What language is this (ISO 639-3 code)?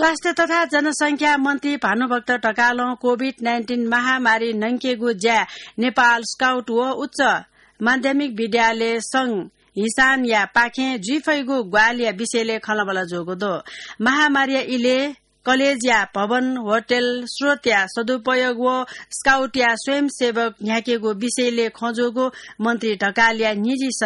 new